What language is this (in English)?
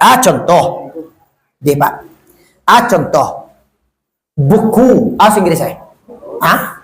Minangkabau